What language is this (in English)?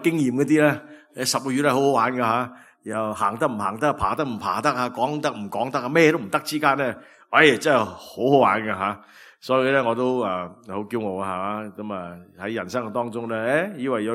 Cantonese